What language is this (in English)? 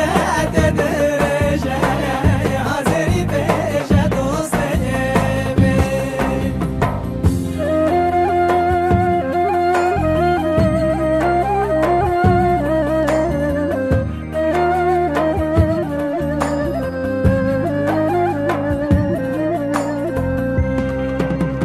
Persian